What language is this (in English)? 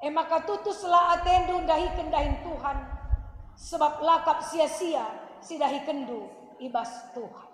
Batak Karo